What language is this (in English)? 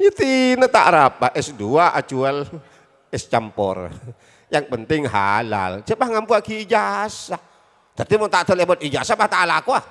Madurese